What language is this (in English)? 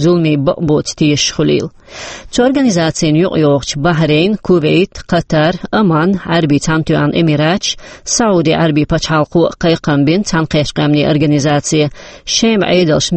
Chechen